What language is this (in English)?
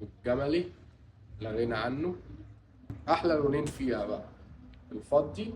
Egyptian Arabic